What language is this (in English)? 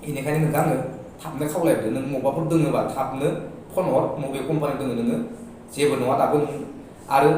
Bodo